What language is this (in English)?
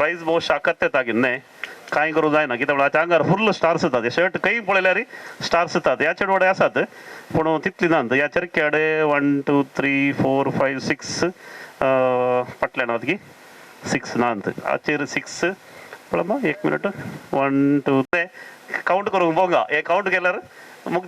Konkani